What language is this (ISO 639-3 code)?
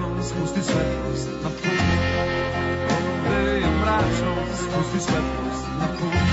srp